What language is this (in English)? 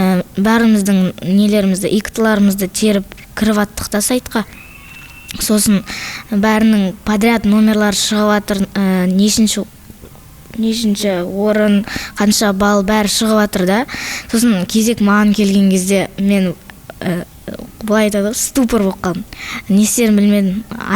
Kazakh